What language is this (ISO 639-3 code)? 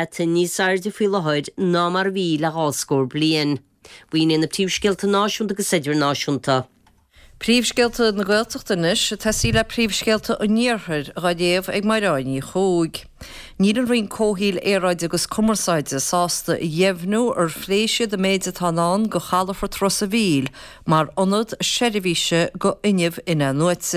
gle